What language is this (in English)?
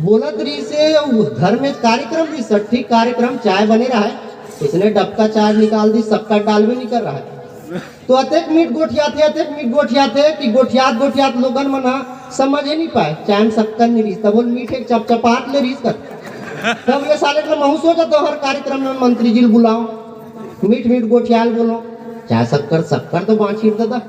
Chhattisgarhi